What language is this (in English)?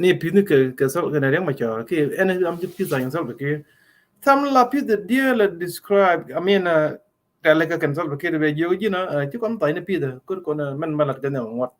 Nuer